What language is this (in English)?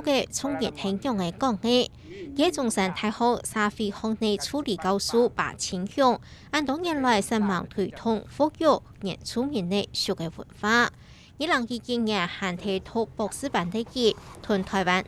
Hakka Chinese